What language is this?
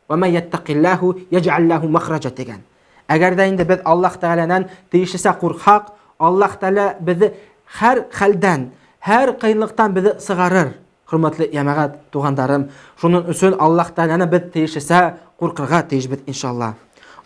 Bashkir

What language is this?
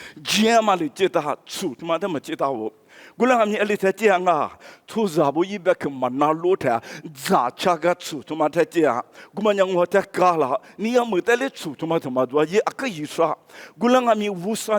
Lisu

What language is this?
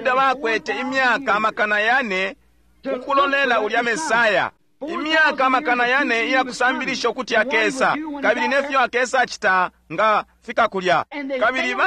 Bemba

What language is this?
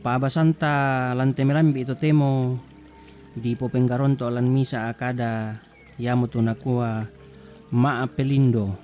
Toraja-Sa'dan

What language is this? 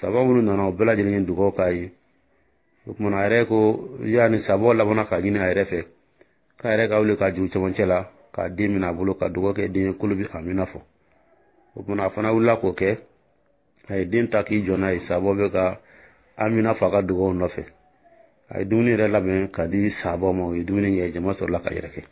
Dyula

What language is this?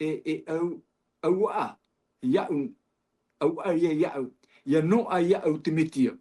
Tahitian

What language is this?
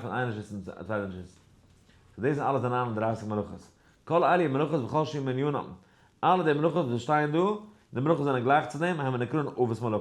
Yiddish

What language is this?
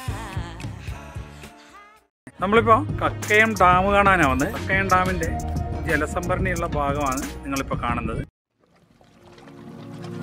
Malayalam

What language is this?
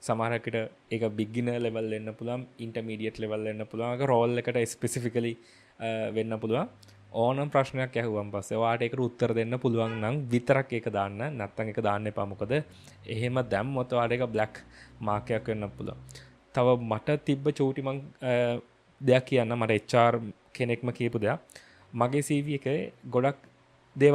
Sinhala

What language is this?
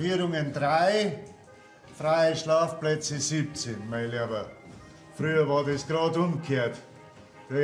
Bavarian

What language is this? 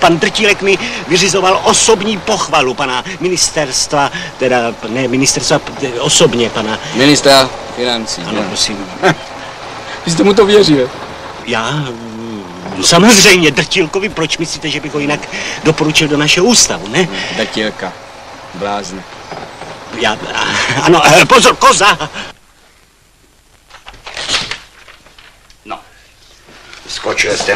Czech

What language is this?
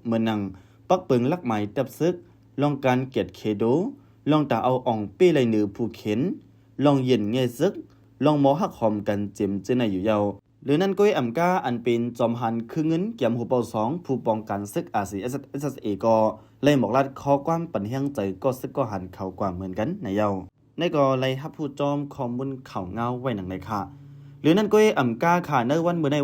Shan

